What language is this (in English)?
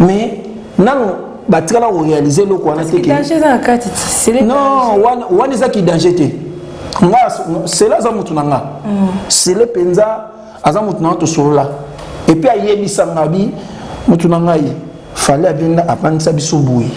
Lingala